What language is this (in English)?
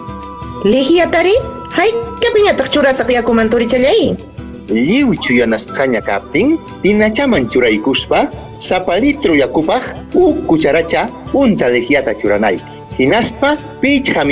Ayacucho Quechua